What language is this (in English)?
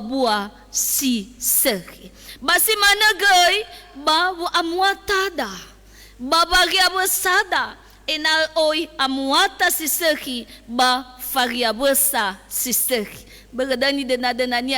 Nias